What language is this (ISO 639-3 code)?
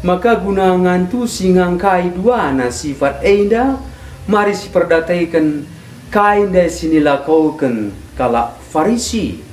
btx